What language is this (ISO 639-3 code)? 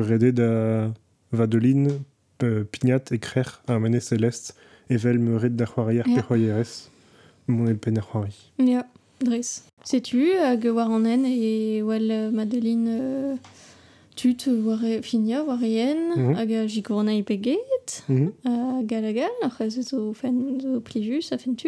bre